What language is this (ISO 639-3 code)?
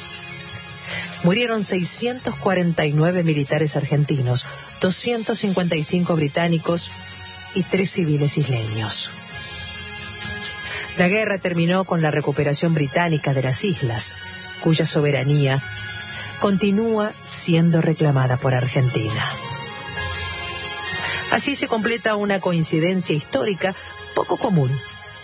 spa